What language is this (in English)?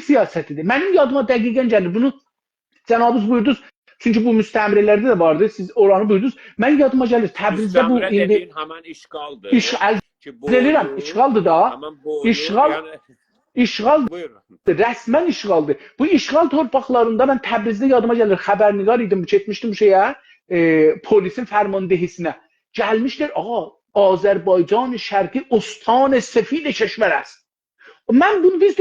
South Azerbaijani